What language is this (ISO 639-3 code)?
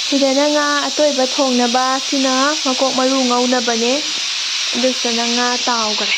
mni